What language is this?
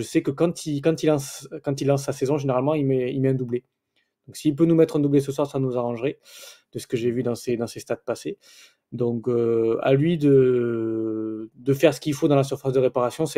French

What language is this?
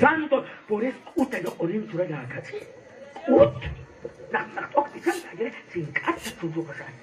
Kekchí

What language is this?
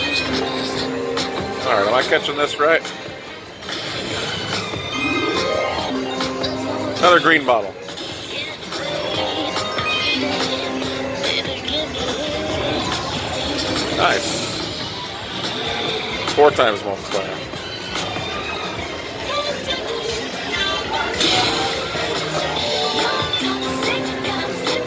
English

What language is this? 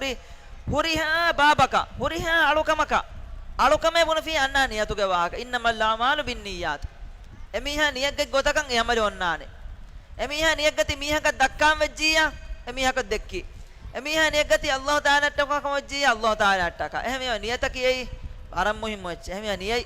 Divehi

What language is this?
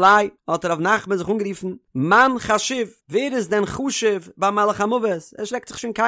Yiddish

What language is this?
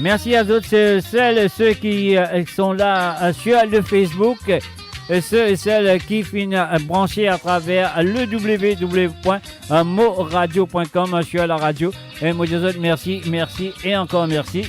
Morisyen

